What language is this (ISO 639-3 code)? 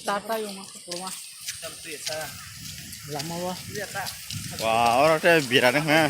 trp